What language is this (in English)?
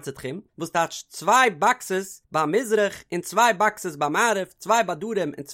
Yiddish